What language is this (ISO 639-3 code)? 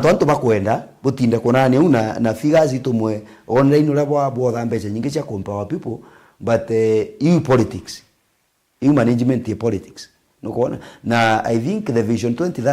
mer